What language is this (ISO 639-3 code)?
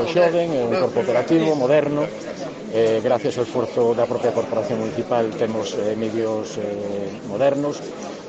glg